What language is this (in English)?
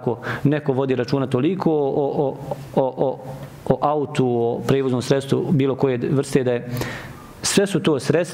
Bosnian